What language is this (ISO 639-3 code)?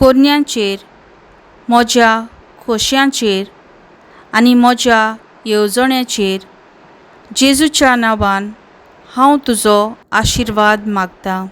kok